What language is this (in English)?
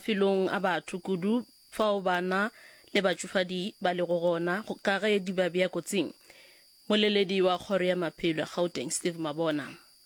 Northern Sotho